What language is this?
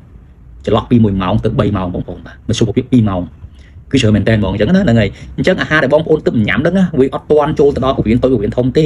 Khmer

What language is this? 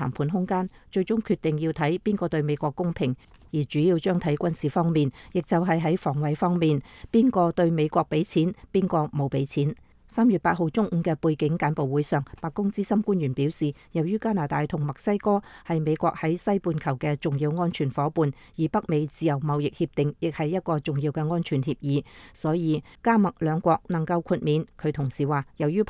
Cantonese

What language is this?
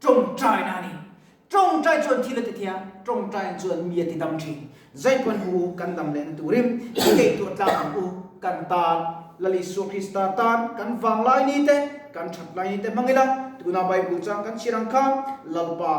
Mizo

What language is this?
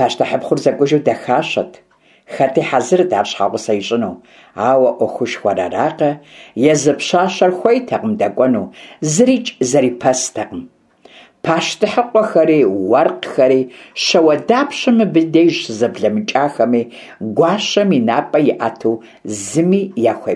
Kabardian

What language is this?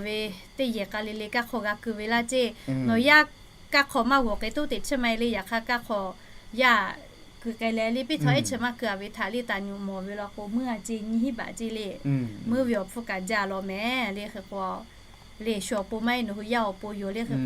Lahu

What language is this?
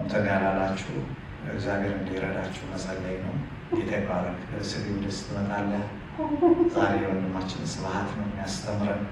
Amharic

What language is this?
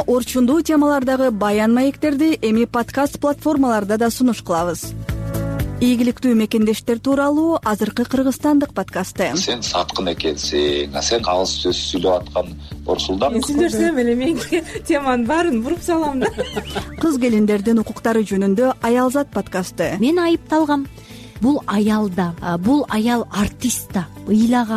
Kyrgyz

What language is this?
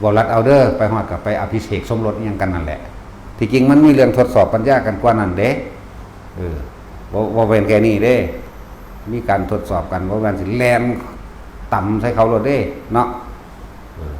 Northeastern Thai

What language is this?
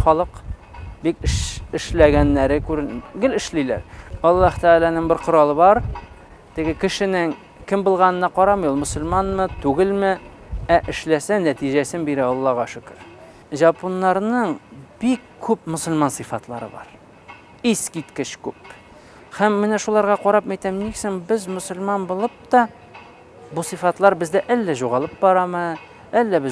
Tatar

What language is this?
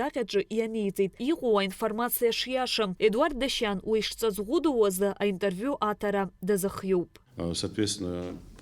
Abkhazian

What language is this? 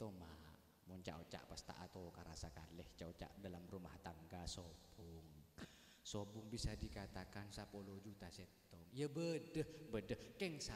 Madurese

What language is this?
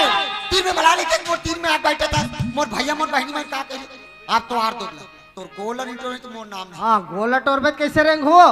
Chhattisgarhi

